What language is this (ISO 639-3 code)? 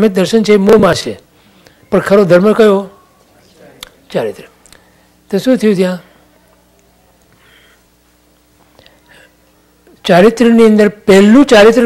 guj